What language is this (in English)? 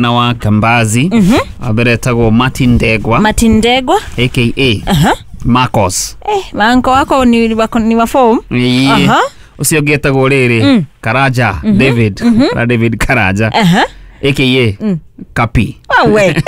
Kikuyu